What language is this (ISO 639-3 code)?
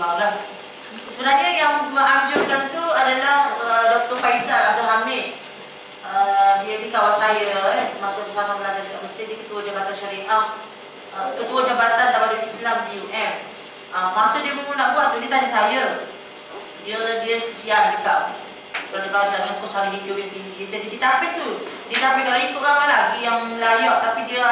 msa